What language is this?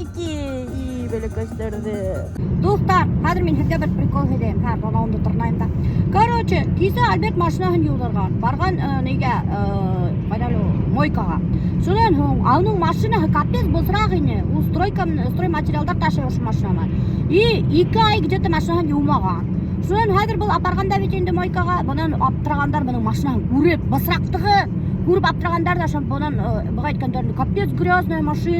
Bashkir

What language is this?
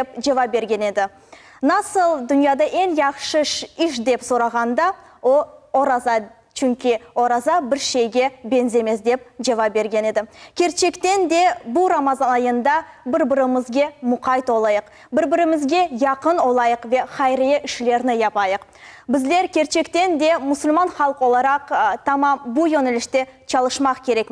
Crimean Tatar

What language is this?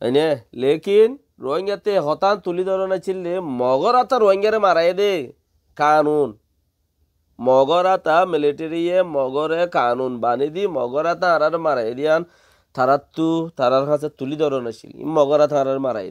Rohingya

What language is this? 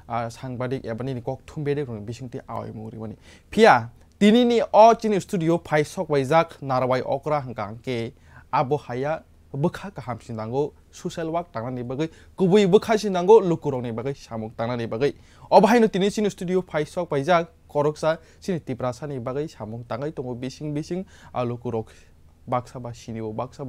Kok Borok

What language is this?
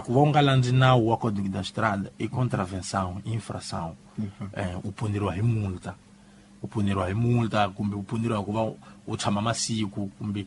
Tsonga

